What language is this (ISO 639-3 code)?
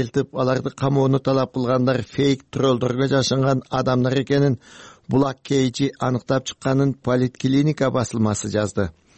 kir